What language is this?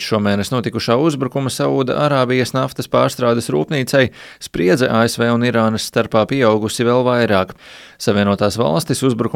Latvian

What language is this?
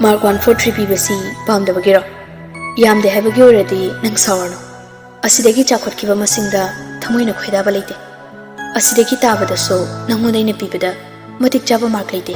Manipuri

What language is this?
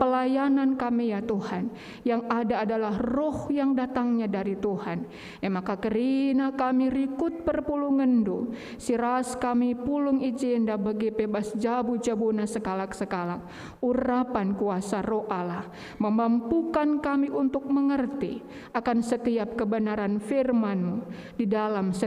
Batak Karo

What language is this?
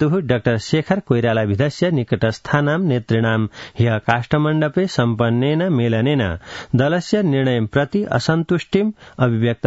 Sanskrit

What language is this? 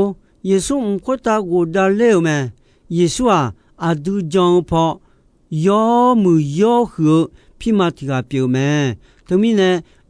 Akha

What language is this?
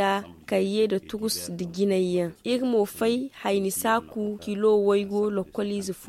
Zarma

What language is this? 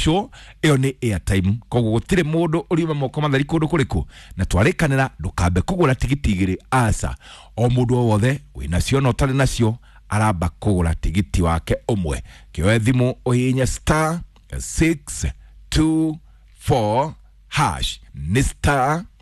Kikuyu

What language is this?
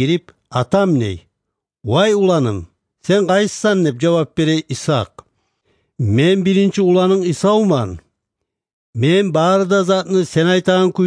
Kumyk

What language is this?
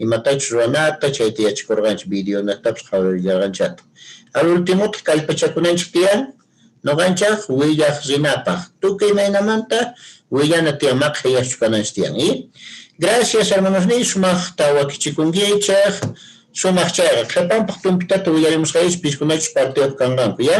Quechua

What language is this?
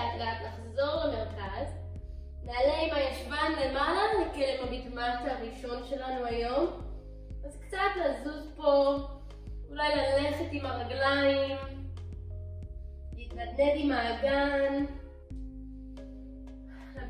Hebrew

